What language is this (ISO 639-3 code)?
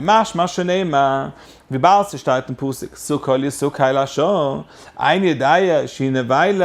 yid